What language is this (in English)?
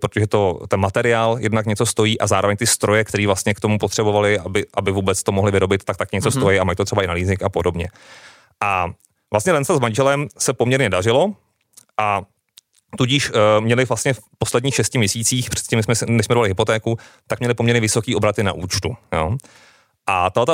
Czech